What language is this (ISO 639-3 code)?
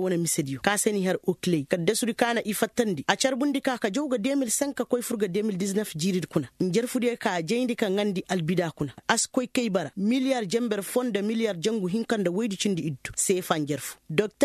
ses